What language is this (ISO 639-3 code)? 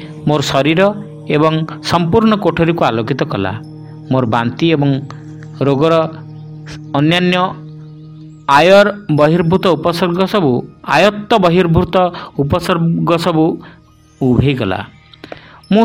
ori